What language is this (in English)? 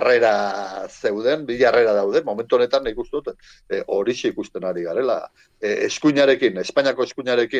Basque